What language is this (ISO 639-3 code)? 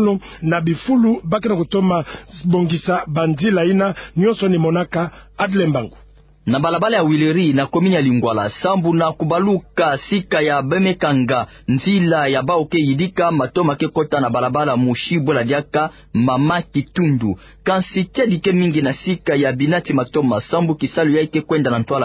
ktu